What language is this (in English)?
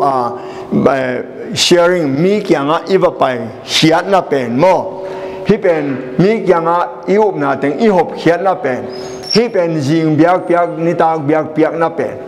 Tedim Chin